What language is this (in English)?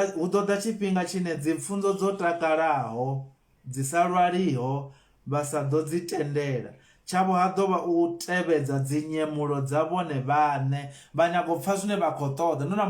Venda